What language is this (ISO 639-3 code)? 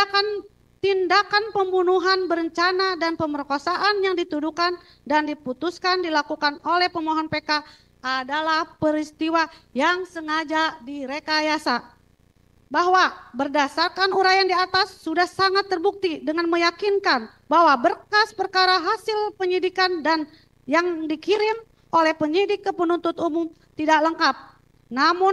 ind